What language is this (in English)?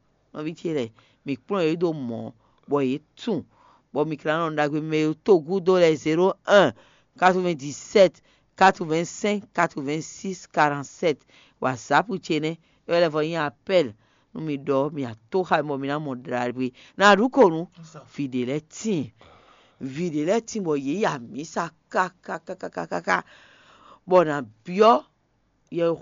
Fon